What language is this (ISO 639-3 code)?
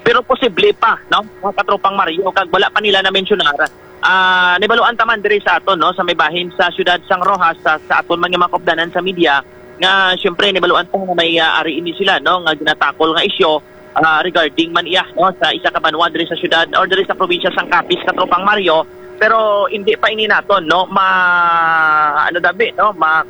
hil